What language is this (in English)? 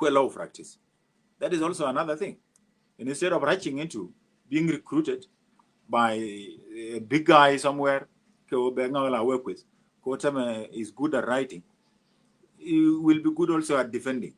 Nuer